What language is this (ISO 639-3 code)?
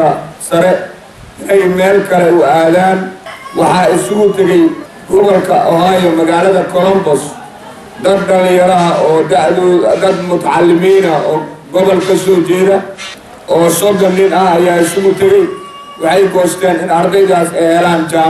som